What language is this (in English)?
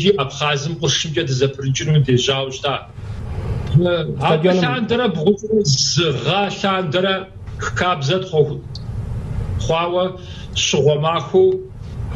Kabardian